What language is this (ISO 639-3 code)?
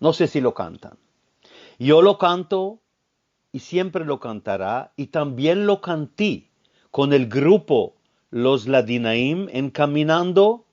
lad